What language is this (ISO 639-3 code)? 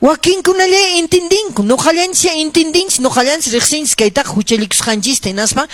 que